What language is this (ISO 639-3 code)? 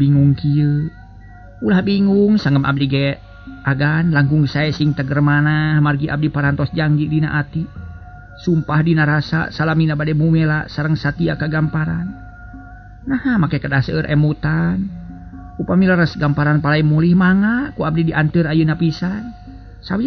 sun